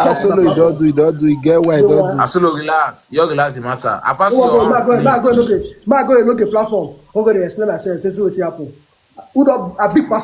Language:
Nigerian Pidgin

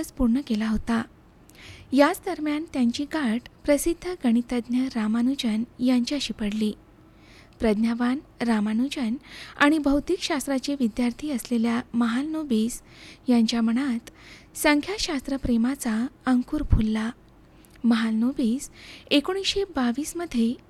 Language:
Marathi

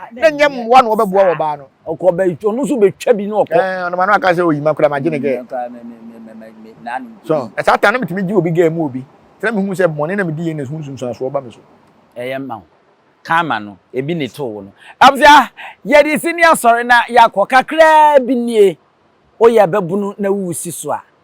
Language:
Akan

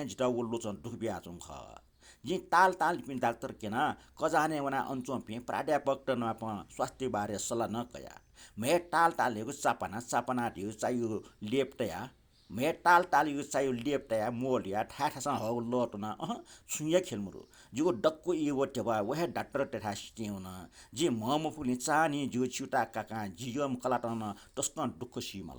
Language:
Newari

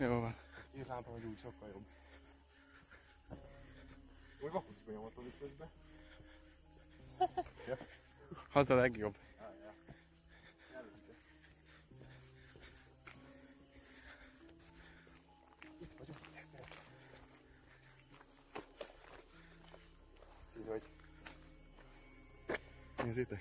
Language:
Hungarian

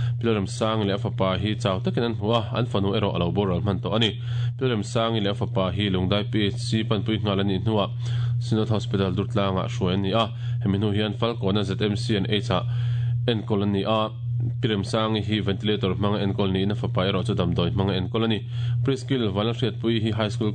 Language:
Mizo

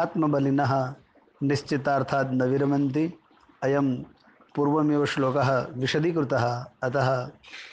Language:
Sanskrit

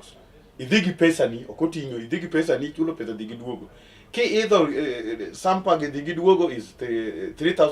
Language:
Luo (Kenya and Tanzania)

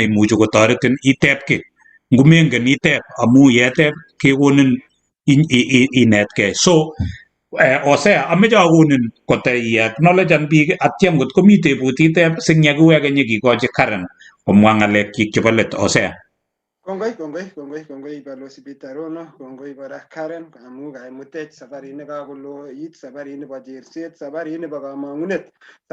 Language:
Kalenjin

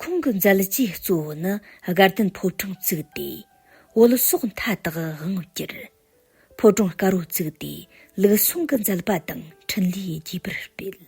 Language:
Tibetan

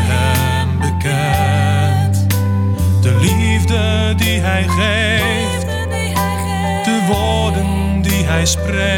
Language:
Dutch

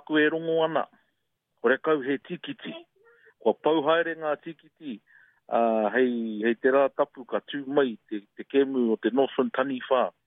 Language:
Māori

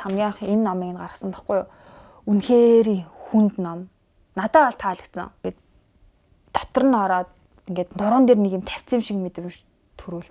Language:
Mongolian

